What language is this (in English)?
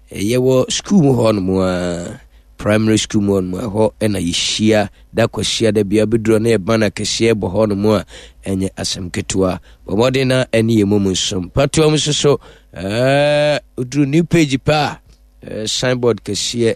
Akan